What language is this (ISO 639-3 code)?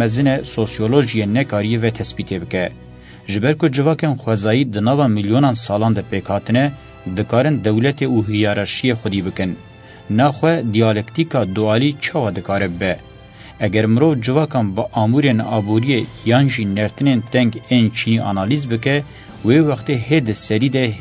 kur